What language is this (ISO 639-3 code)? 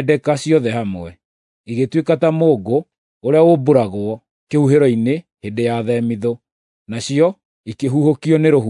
kik